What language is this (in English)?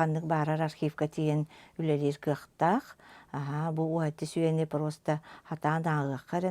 Yakut